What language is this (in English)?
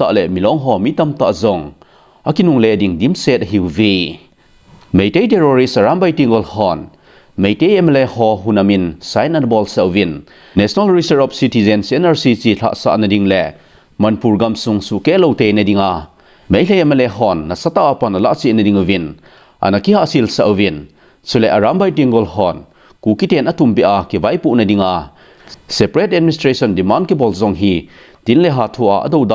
Thado Chin